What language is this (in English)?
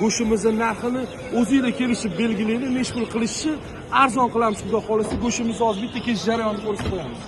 Uzbek